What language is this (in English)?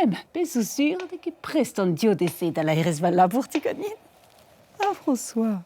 Breton